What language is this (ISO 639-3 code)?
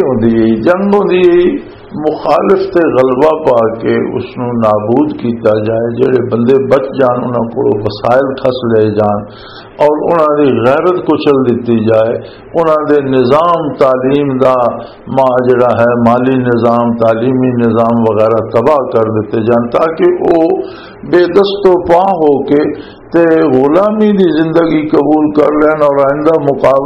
lah